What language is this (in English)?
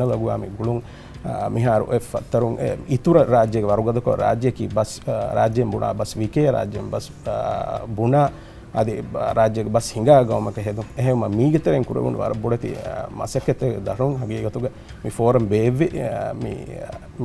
Divehi